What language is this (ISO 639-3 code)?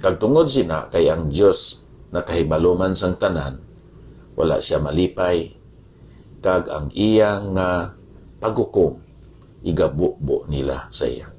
hil